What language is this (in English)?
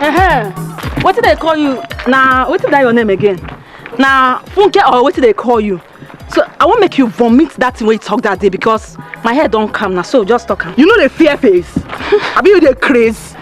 Nigerian Pidgin